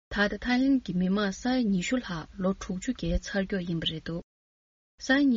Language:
Tibetan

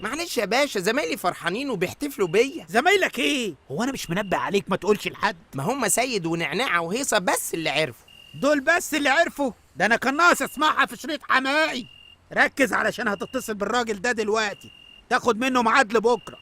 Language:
Egyptian Arabic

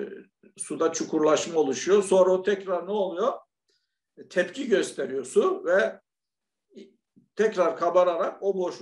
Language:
Turkish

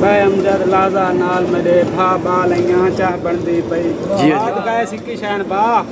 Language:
Saraiki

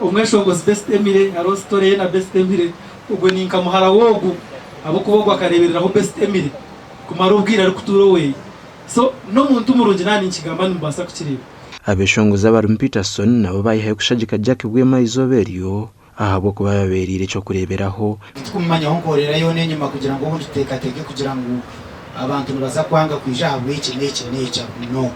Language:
Nyankole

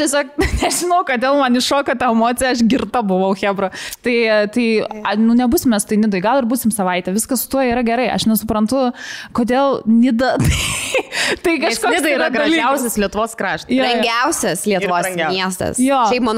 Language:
Lithuanian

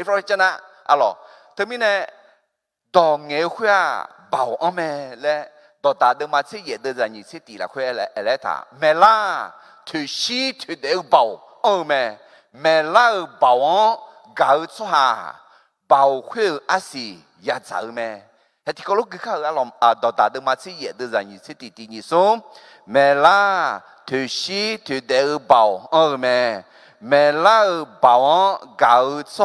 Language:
Akha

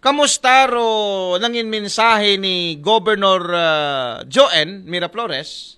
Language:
Aklanon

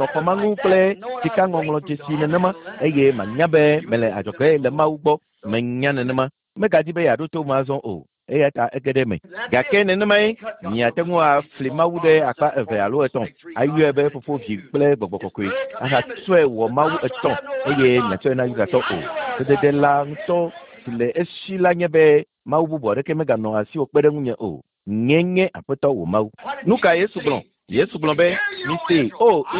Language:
Ewe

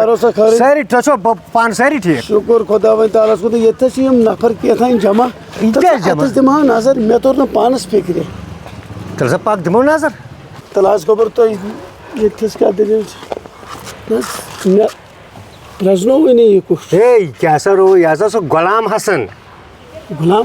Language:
Kashmiri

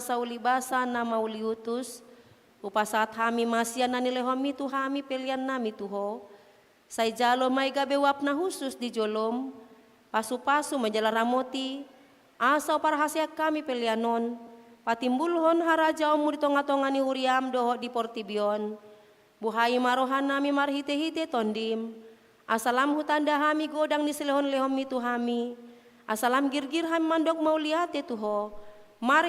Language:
Batak Toba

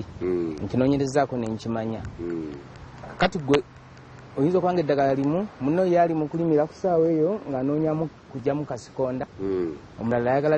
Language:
Ganda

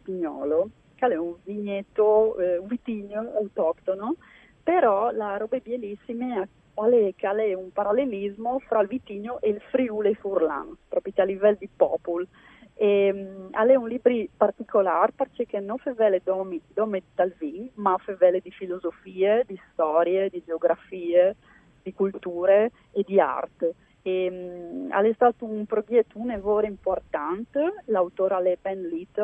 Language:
Friulian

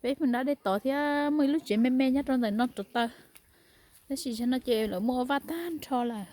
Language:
Hmong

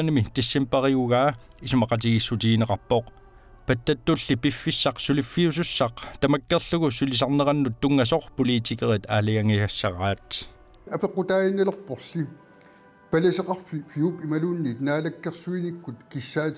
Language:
Kalaallisut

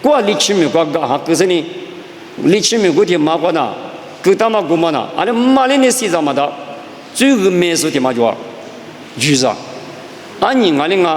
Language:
Lisu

